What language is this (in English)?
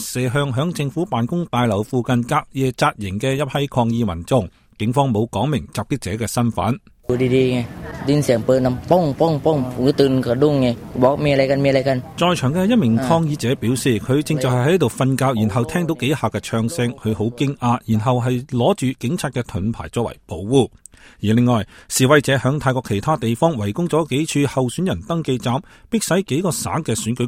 Cantonese